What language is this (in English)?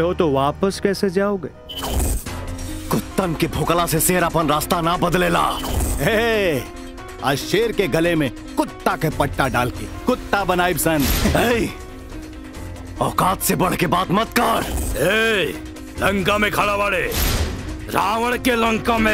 Bhojpuri